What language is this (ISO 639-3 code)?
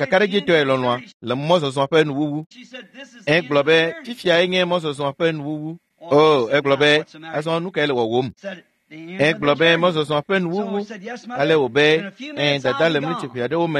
ewe